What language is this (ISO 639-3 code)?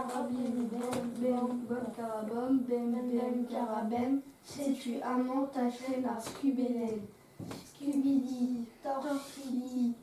bre